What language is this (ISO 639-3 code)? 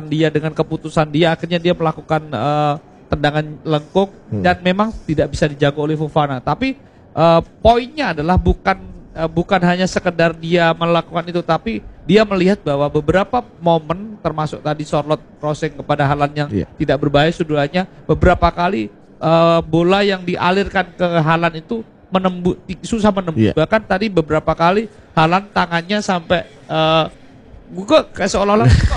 ind